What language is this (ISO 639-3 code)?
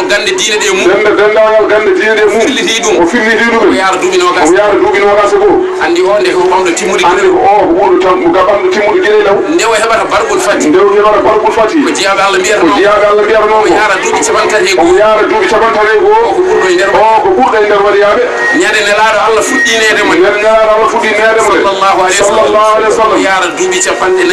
ful